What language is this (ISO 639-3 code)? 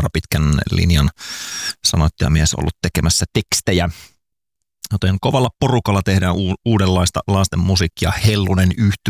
fin